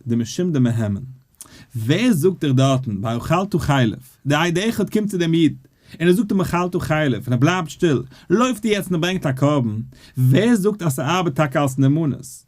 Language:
Yiddish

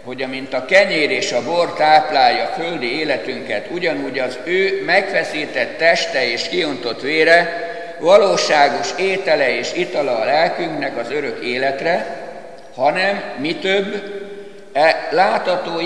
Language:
Hungarian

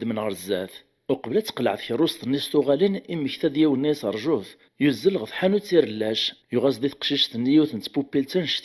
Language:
Kabyle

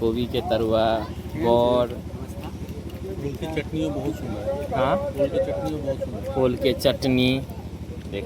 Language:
Maithili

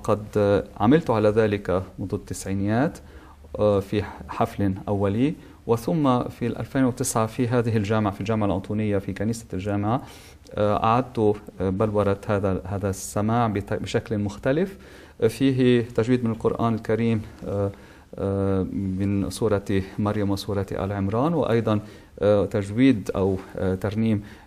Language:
Arabic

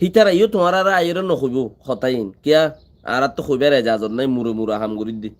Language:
Rohingya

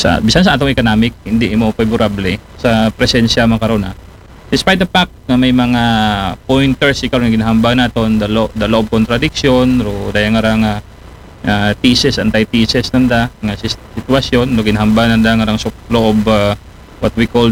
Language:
Aklanon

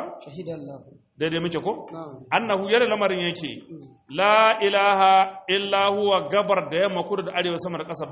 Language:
Hausa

